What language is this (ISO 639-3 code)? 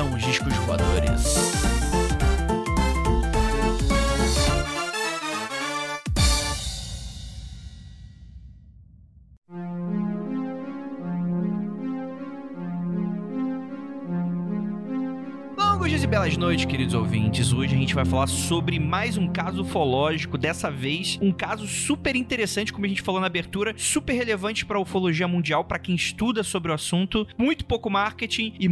por